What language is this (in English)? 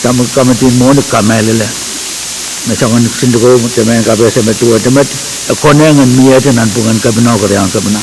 Pohnpeian